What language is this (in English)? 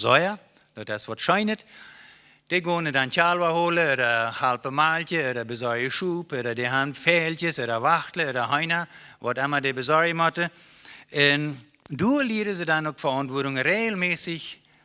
Plautdietsch